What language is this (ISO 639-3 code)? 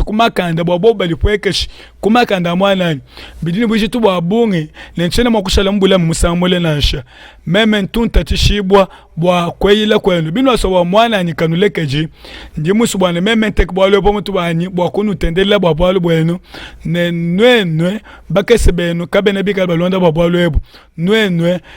lua